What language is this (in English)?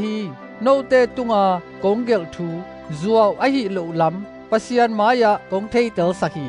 Tedim Chin